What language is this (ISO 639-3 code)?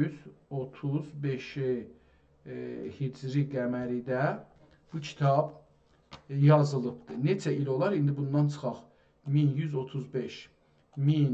azb